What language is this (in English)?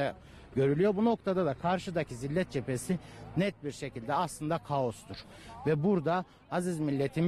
Turkish